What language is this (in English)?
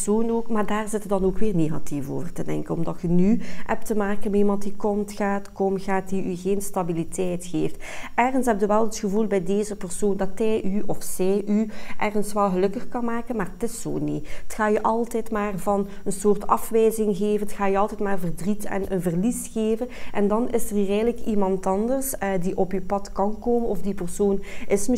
Dutch